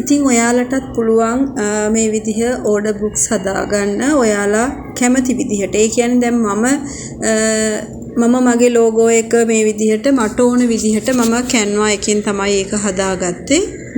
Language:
Sinhala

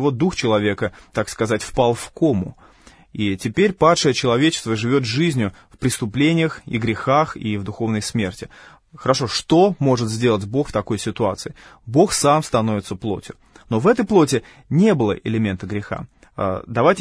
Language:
Russian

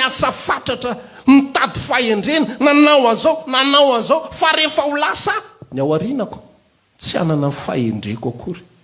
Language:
Malagasy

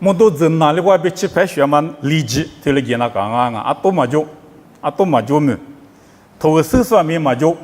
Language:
Lisu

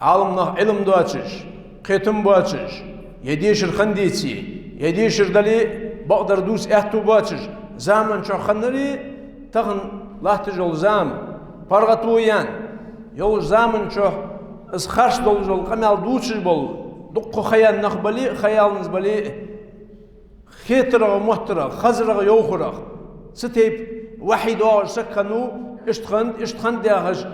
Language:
Ingush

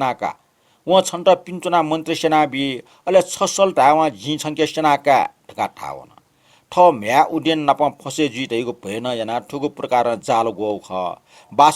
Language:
Newari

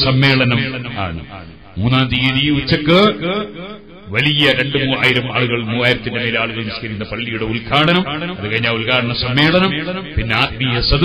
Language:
Malayalam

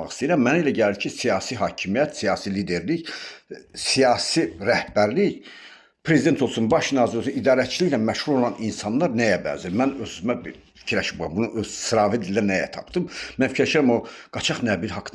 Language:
Azerbaijani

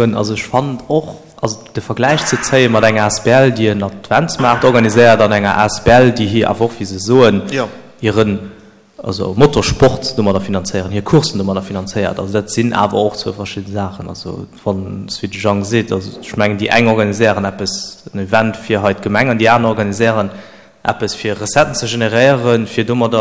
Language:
Luxembourgish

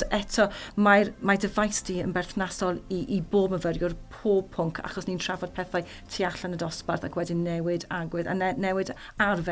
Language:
Welsh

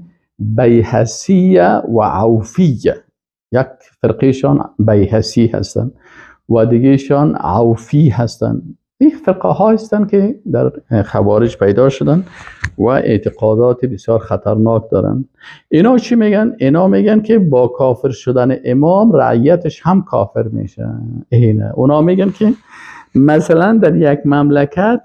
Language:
Persian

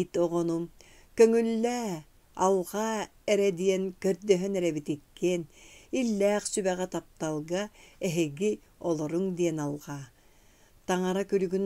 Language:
Yakut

